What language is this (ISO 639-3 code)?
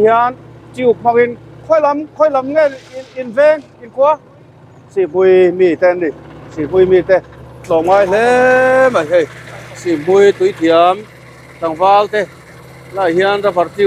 lus